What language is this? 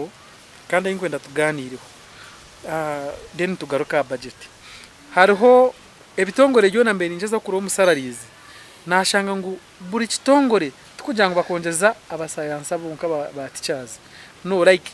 Nyankole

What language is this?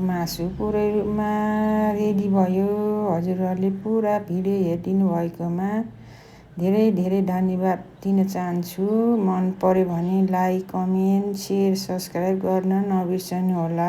Nepali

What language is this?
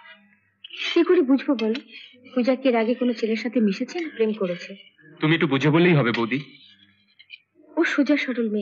Bangla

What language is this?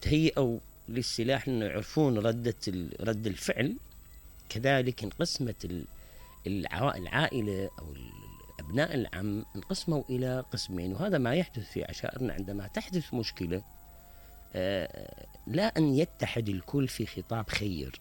Mesopotamian Arabic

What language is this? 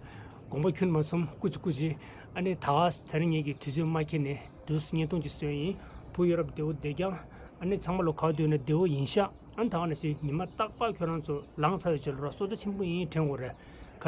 Tibetan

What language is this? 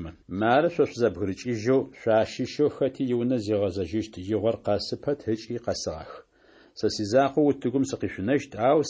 Adyghe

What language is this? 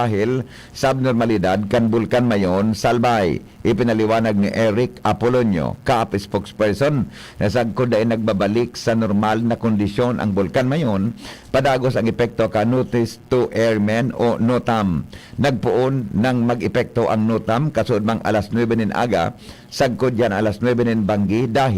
Bikol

